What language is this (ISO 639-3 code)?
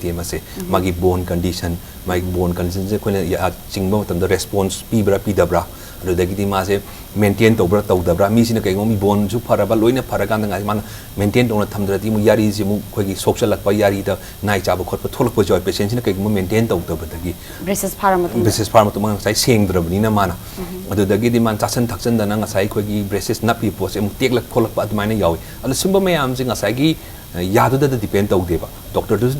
mni